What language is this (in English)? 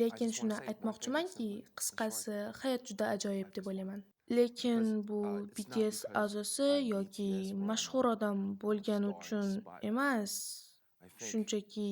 Uzbek